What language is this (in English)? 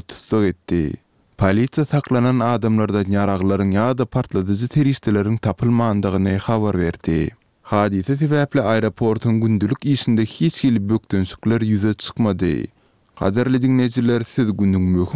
Turkmen